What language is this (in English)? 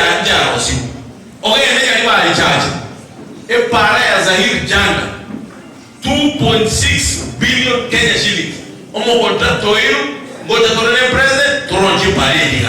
Gusii